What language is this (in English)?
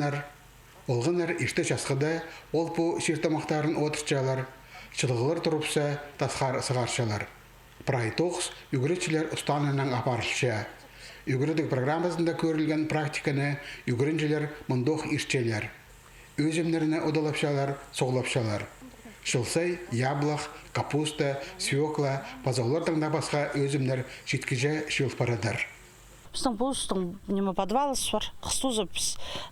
Khakas